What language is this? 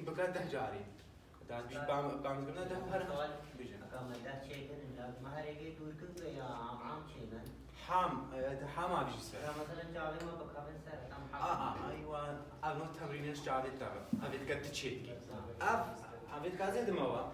Kurdish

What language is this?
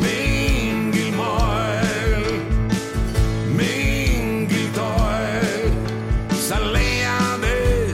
Estonian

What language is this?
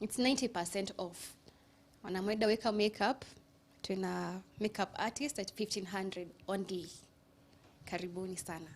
Kikuyu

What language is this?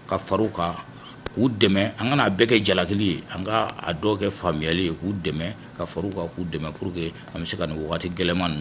Bambara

